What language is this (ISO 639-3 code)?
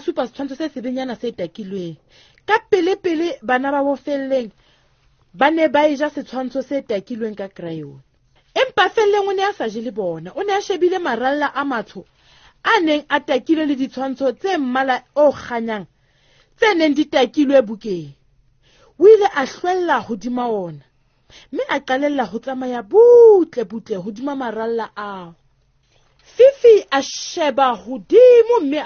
sot